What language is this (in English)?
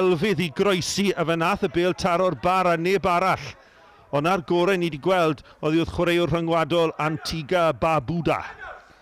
Welsh